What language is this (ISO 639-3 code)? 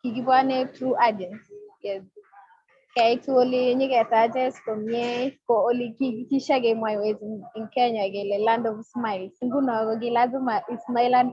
kln